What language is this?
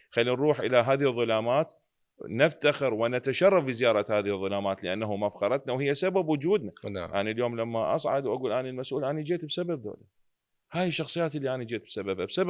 Mesopotamian Arabic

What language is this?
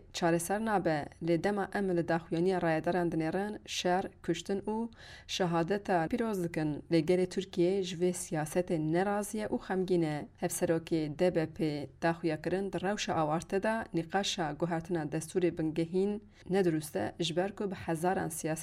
Kurdish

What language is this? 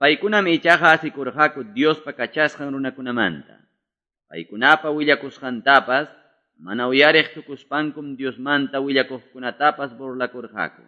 Quechua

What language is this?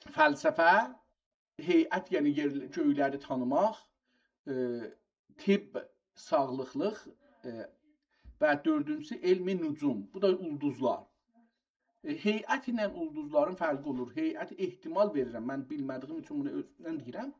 South Azerbaijani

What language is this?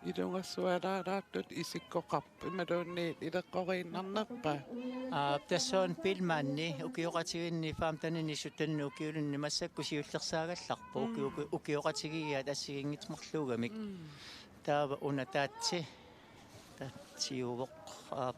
Kalaallisut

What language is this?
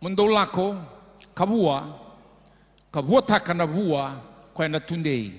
Fijian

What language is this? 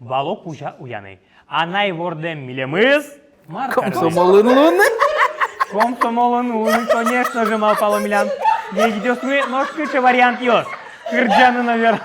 Udmurt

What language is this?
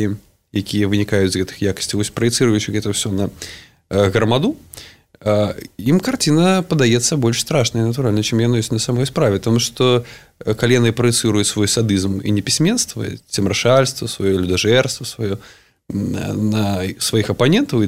Belarusian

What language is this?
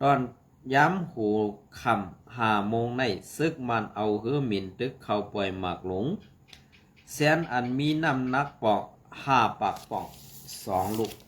Shan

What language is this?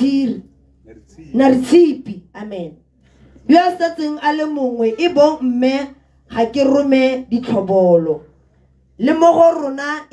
Tswana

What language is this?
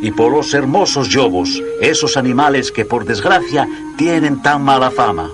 Asturian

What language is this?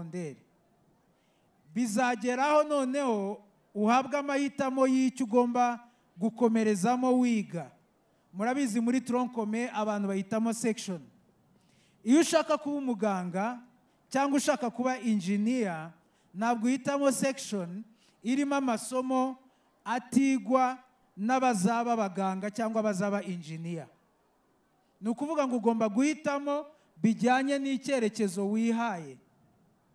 Kinyarwanda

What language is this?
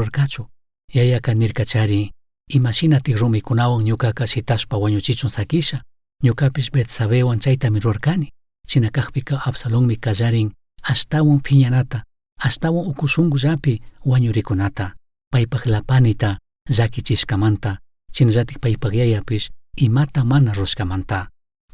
Chimborazo Highland Quichua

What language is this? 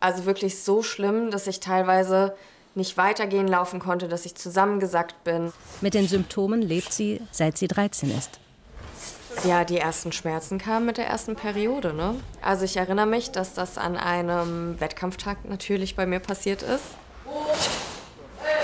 German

